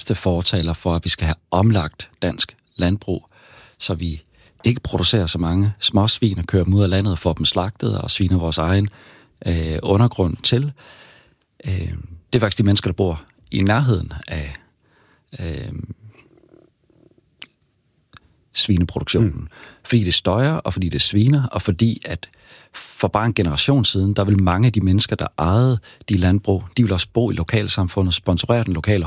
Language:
Danish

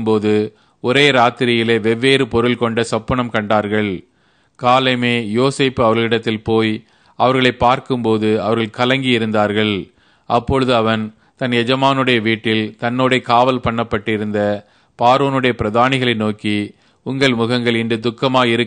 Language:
Tamil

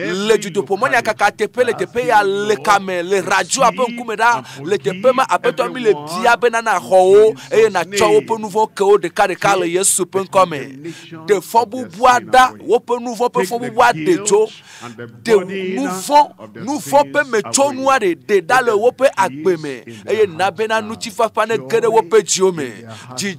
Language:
Ewe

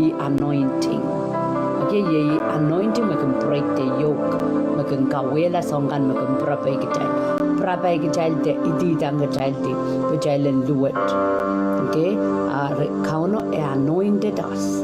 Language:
Pohnpeian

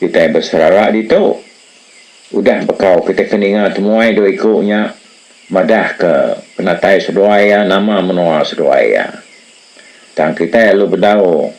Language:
Iban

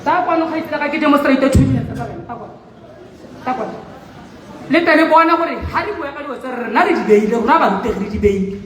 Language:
Tswana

